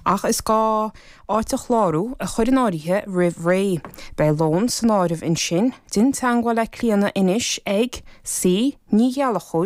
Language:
Irish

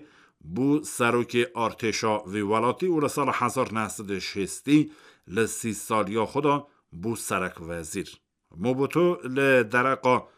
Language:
Kurdish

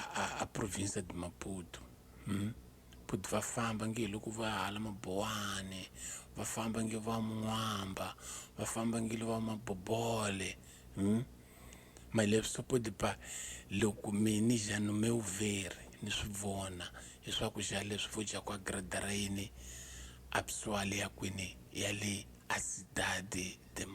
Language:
Tsonga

